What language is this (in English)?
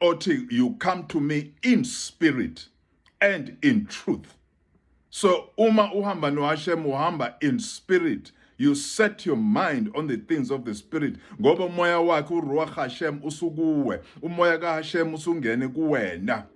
Zulu